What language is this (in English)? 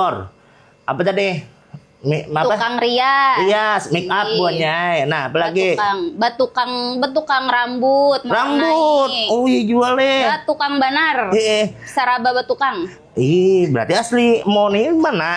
Banjar